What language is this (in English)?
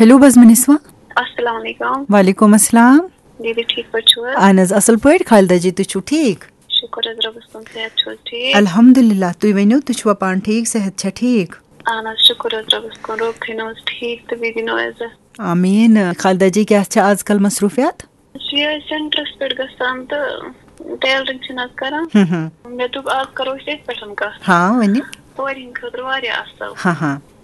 Kashmiri